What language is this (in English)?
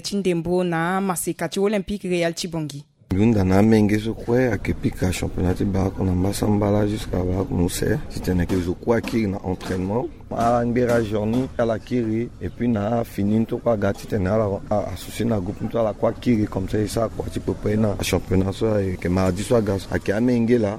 Sango